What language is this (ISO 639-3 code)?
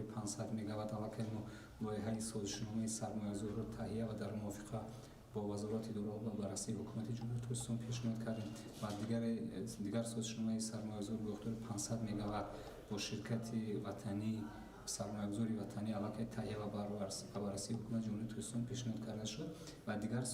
tgk